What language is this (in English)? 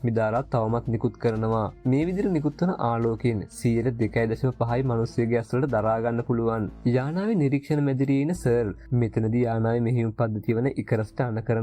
Sinhala